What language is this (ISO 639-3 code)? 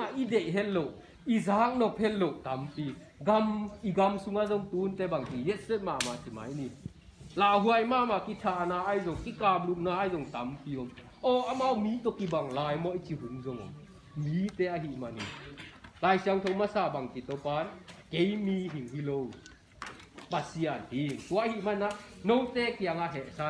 ctd